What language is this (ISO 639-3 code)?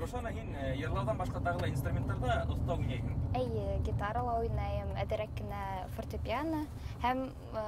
bak